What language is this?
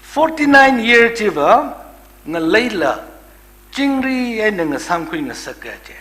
Tangkhul Naga (India)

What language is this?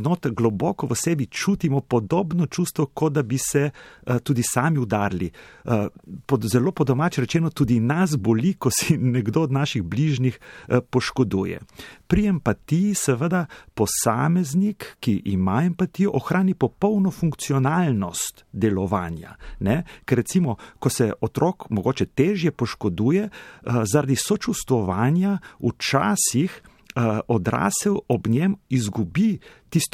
Slovenian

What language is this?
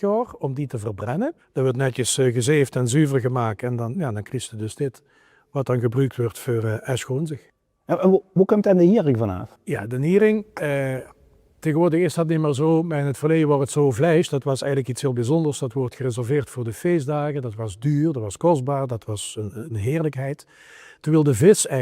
Limburgish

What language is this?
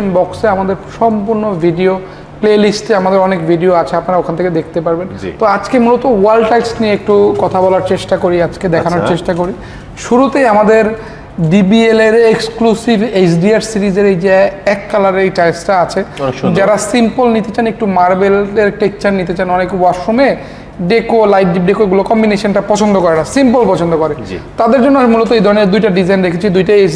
Bangla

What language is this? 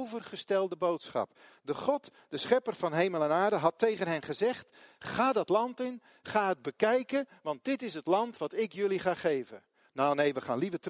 Dutch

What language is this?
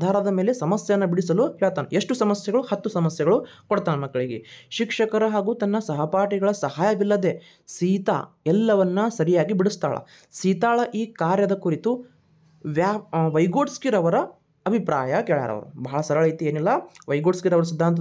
Kannada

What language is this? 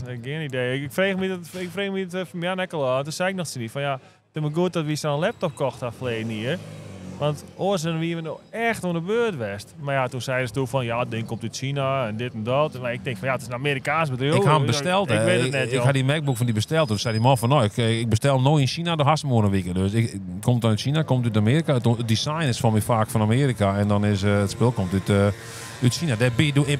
Western Frisian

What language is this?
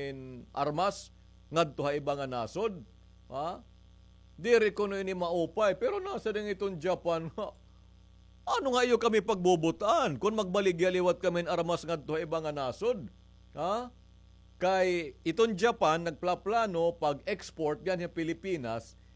Waray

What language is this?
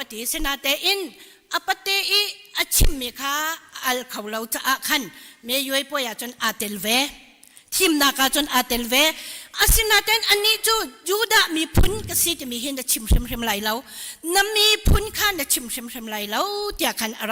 Hakha Chin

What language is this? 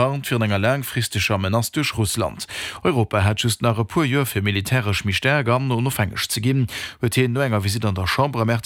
Luxembourgish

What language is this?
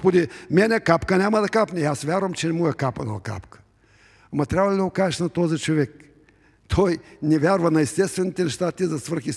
Bulgarian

